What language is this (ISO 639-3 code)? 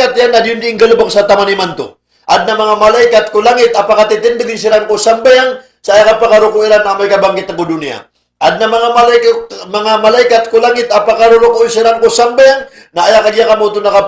mrw